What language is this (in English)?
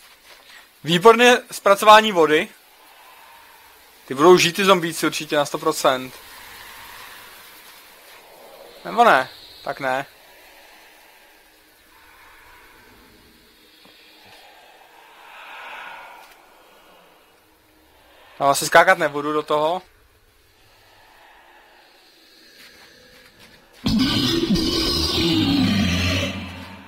Czech